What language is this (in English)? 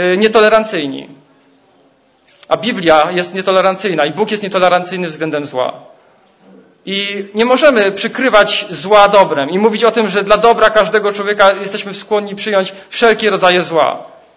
Polish